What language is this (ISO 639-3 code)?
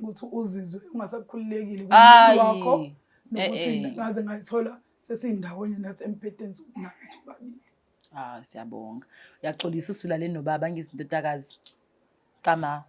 zul